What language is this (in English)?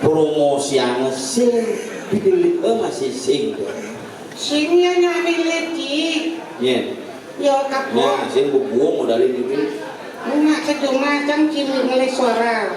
Balinese